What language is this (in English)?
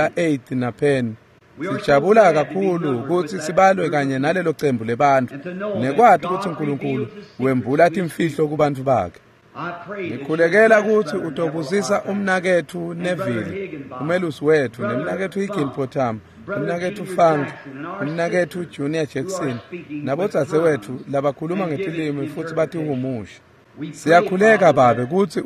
Swati